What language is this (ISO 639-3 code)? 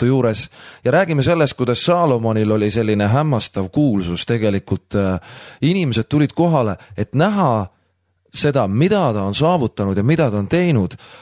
est